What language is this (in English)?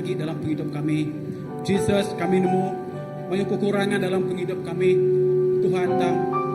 Iban